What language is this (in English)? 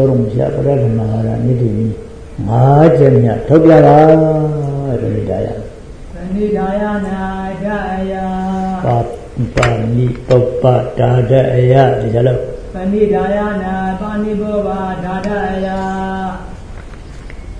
Burmese